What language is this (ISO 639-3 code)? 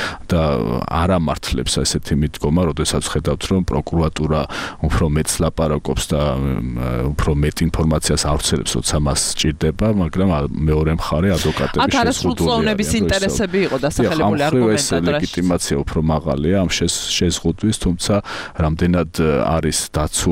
kat